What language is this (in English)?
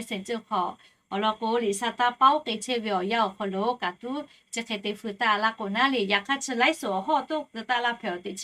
Lahu